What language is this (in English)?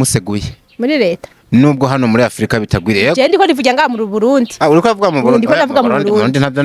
Rundi